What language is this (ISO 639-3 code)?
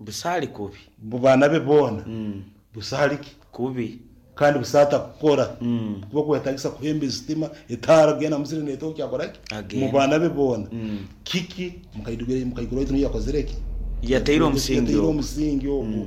nyn